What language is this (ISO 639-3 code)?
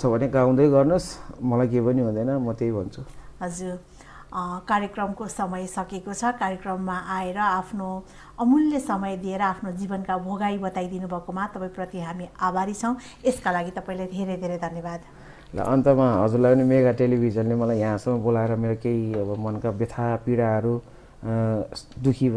nep